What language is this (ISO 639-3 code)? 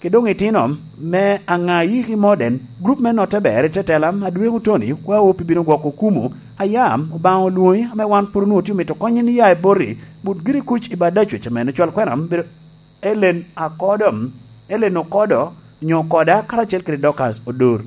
laj